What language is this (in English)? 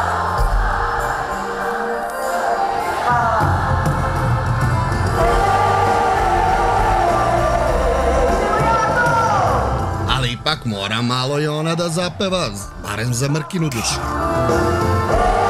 Serbian